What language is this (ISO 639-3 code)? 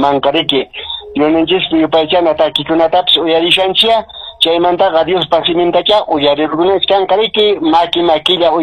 que